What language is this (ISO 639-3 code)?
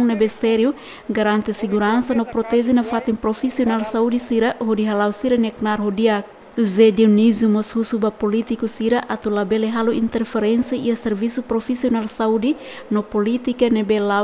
tet